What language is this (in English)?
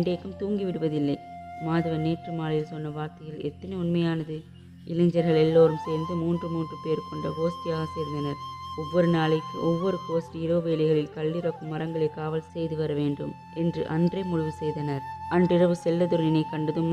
Tamil